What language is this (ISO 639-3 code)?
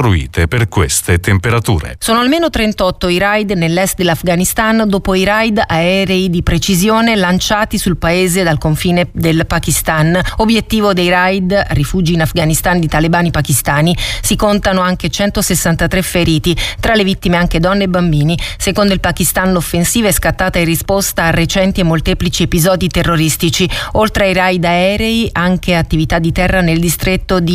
ita